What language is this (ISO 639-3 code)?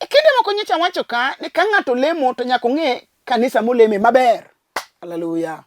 luo